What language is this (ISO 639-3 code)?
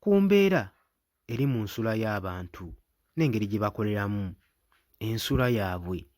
lug